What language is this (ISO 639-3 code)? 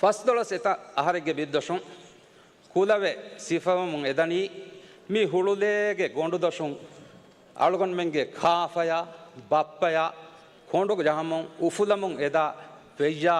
div